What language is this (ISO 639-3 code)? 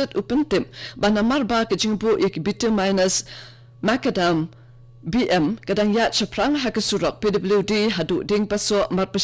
kha